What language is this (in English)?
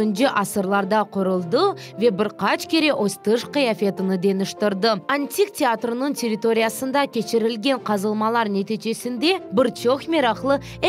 Crimean Tatar